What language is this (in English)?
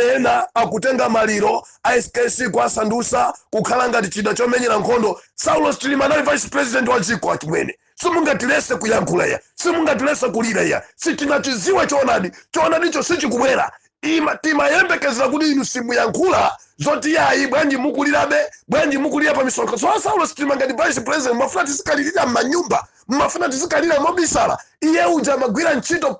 Nyanja